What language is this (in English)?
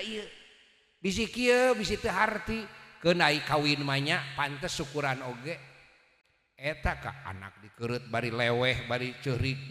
Sundanese